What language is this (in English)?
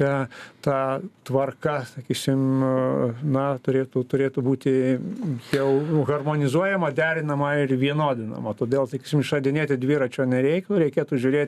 Lithuanian